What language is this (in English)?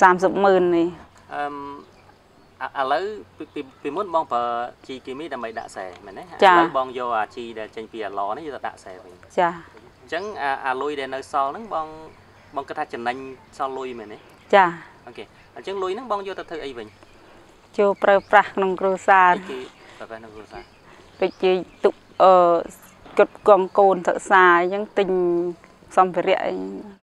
Khmer